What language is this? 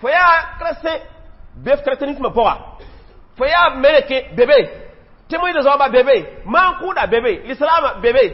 Mossi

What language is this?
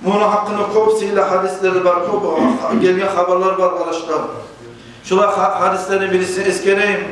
Kumyk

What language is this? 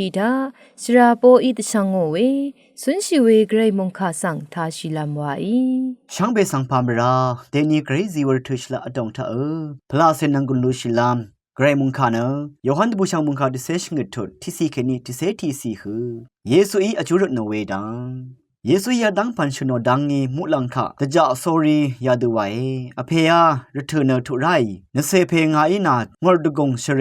Rawang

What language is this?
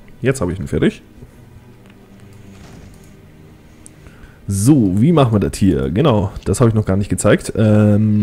German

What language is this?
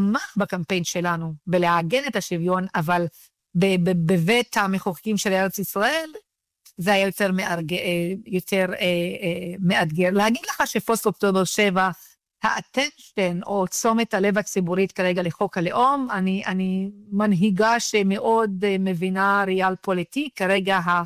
Hebrew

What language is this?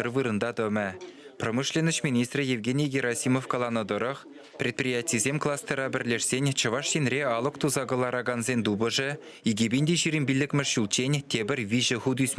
Chuvash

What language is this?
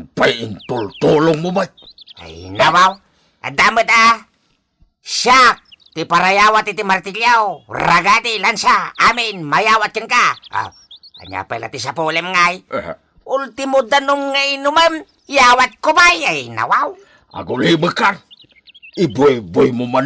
Iloko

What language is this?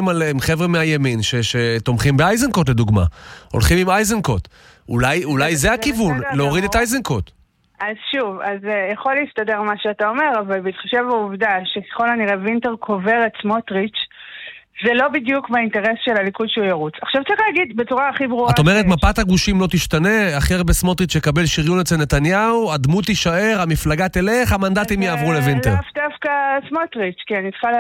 Hebrew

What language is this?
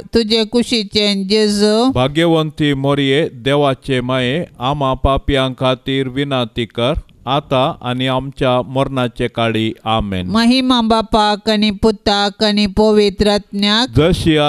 Konkani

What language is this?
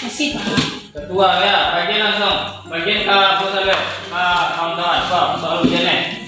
Minangkabau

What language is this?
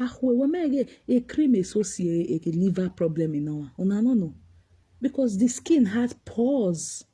Nigerian Pidgin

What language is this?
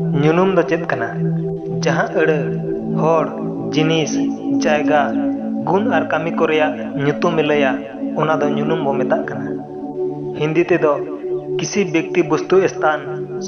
Santali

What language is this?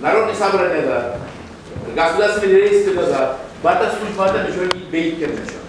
Kumyk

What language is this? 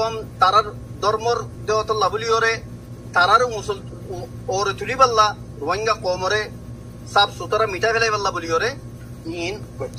Rohingya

